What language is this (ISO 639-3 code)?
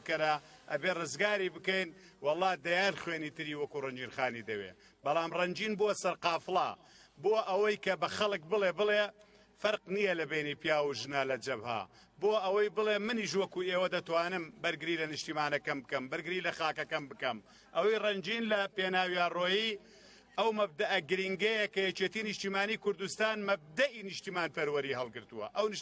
ckb